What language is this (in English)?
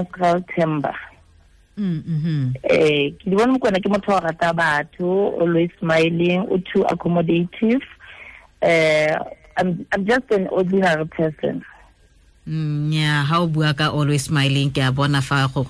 Tswana